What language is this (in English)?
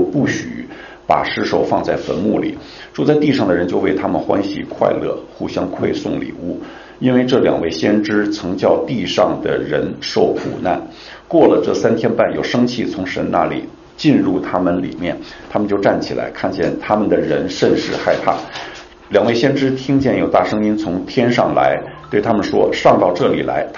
Chinese